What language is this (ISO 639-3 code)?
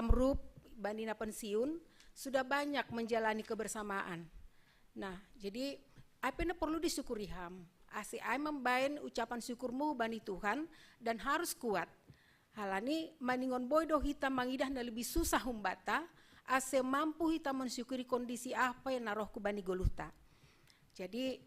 bts